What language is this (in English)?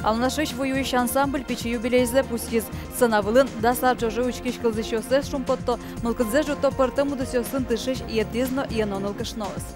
Udmurt